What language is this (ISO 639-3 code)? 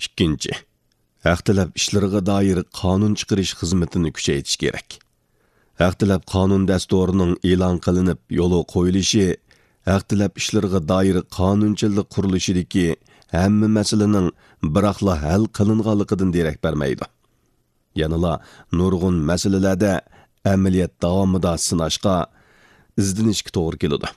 uig